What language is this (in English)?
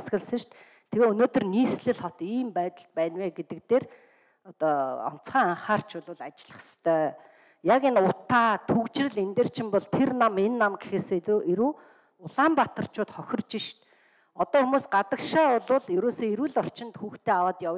Mongolian